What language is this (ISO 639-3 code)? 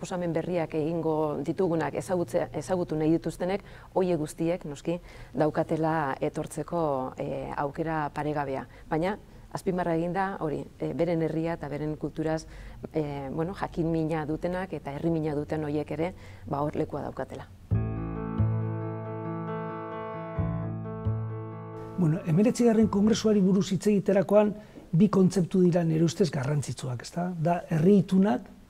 eus